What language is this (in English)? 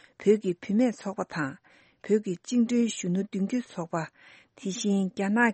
Tibetan